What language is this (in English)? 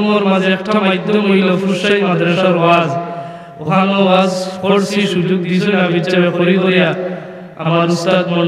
Sylheti